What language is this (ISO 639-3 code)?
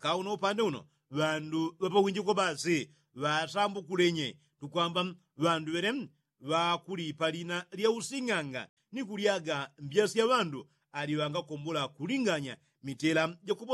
yao